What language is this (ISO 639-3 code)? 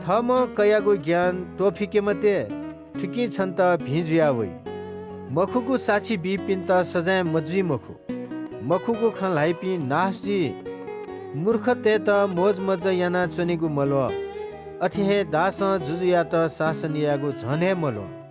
new